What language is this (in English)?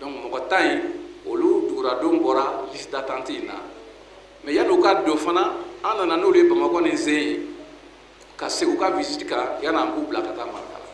Bambara